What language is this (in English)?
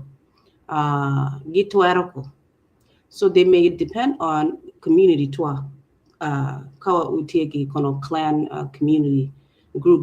Acoli